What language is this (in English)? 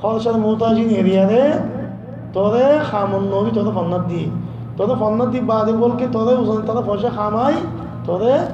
Rohingya